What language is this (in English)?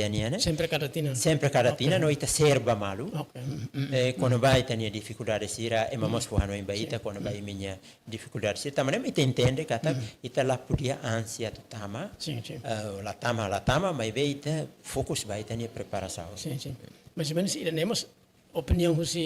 Tetum